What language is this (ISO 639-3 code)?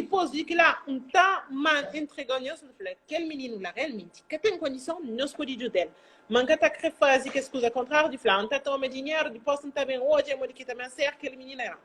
kea